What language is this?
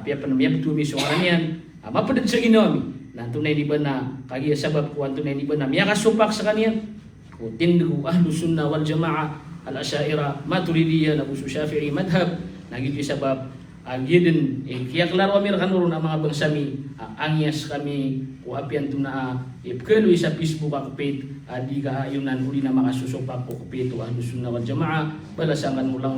Maranao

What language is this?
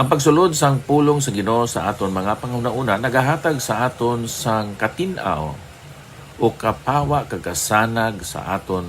Hiligaynon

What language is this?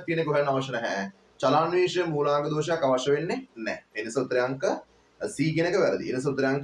Sinhala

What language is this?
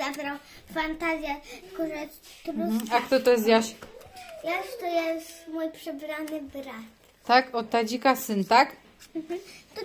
Polish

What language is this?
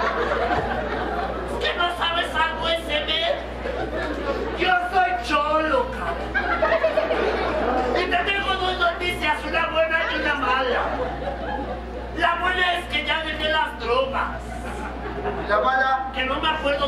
Spanish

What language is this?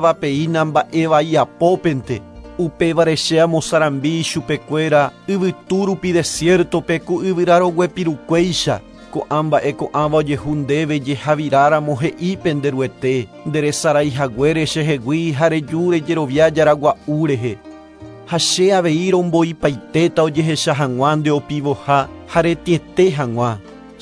Guarani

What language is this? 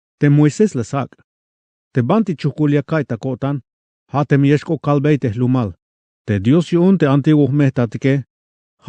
Tzeltal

